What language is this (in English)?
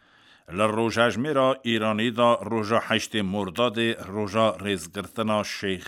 Kurdish